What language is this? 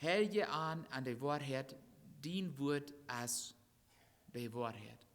Plautdietsch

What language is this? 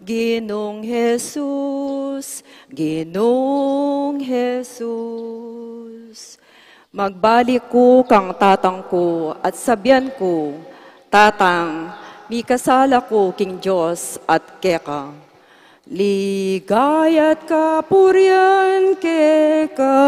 Pampanga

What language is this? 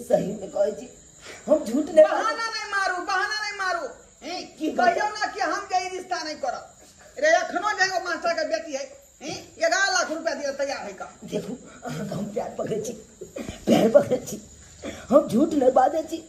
Maithili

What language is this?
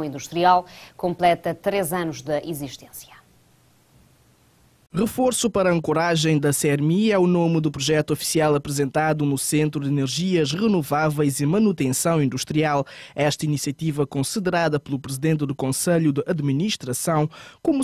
Portuguese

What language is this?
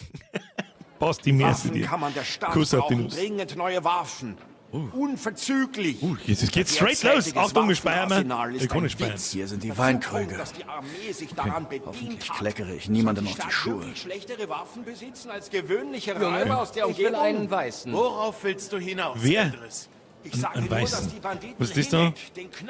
Bavarian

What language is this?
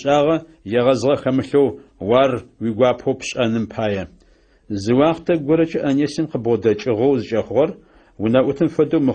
Adyghe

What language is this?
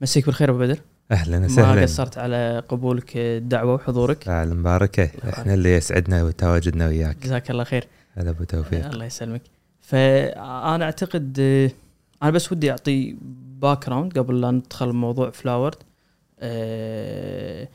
Gulf Arabic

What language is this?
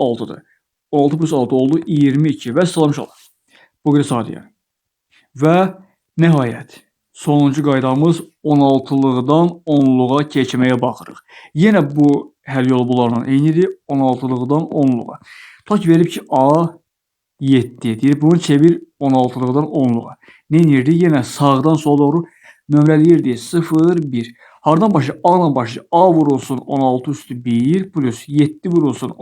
Azerbaijani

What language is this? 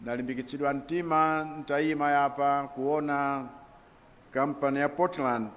Nyanja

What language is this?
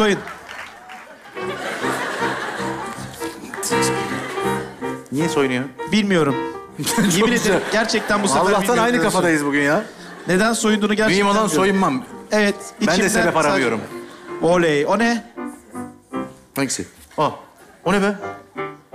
Turkish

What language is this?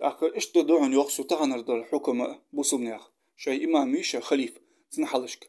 Ingush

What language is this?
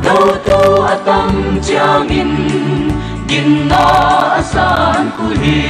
Paite Chin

